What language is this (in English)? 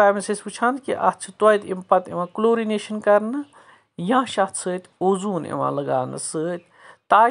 Kashmiri